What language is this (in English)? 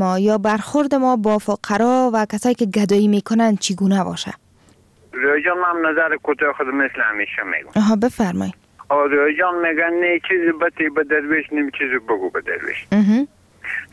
Persian